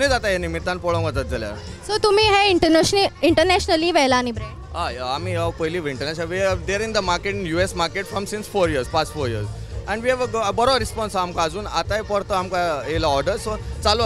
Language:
Konkani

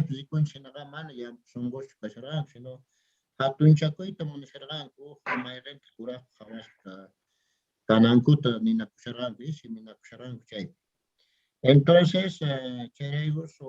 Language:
South Bolivian Quechua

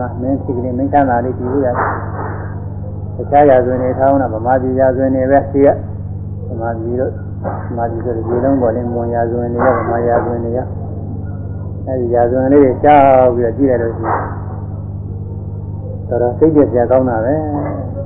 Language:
Burmese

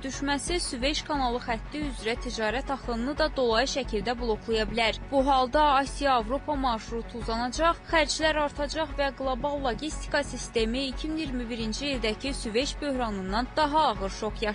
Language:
Azerbaijani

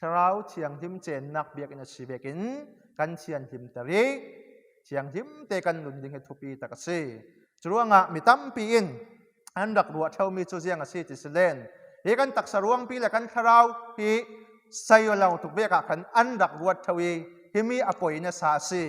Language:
Falam Chin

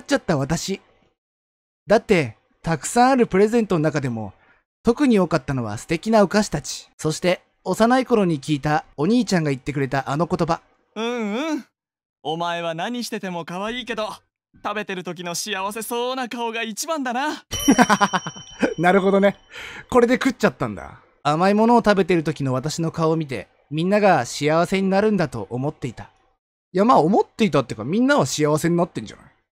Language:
Japanese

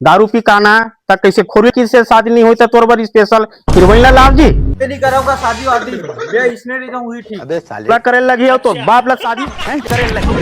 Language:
Chhattisgarhi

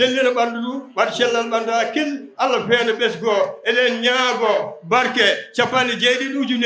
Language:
Fula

